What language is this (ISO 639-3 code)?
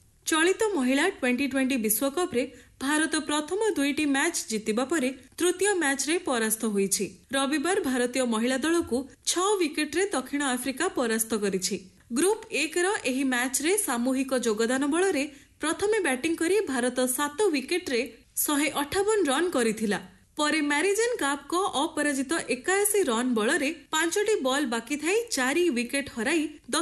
ori